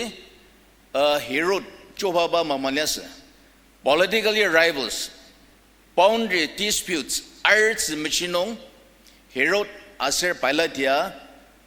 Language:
Ao Naga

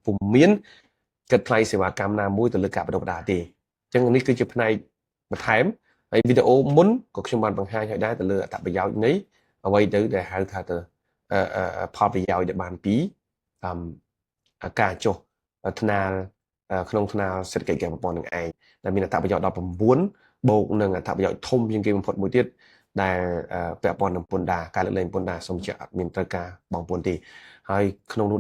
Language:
Khmer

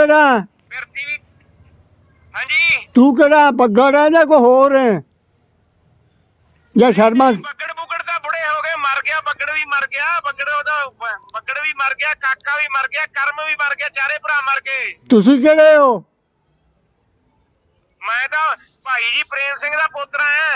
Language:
Punjabi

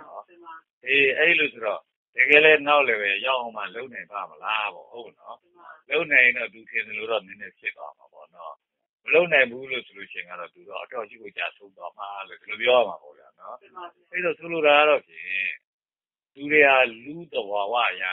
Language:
Burmese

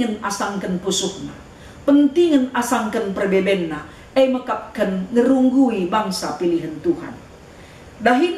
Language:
Batak Karo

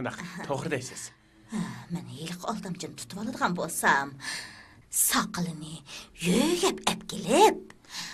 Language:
Uyghur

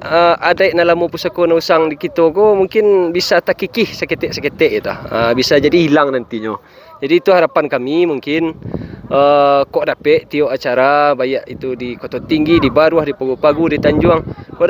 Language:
Minangkabau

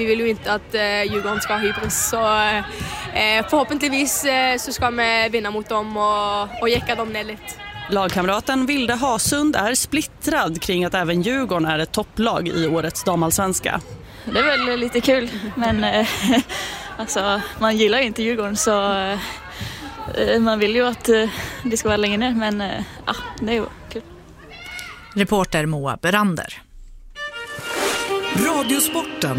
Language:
Swedish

